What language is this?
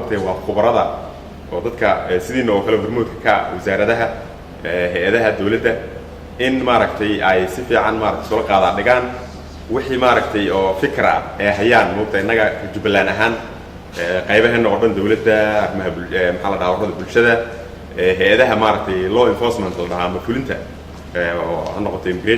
Somali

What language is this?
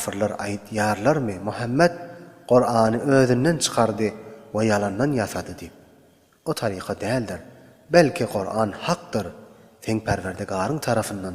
Turkmen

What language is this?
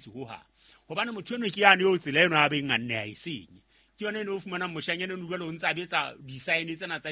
Southern Sotho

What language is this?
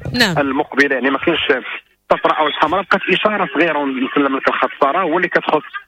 Moroccan Arabic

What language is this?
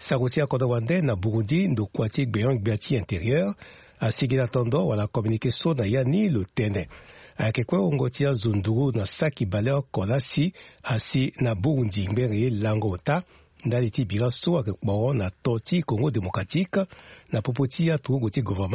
Sango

